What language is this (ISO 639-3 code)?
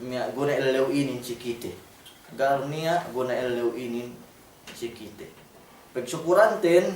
yka